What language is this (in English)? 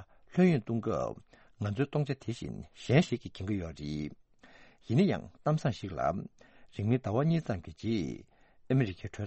Tibetan